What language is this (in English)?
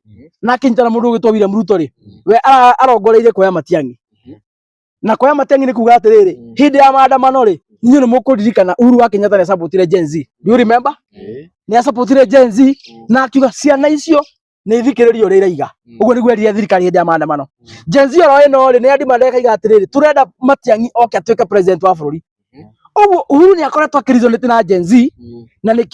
Kikuyu